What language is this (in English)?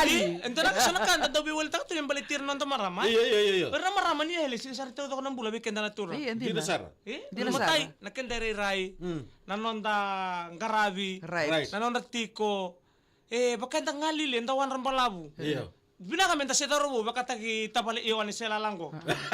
Fijian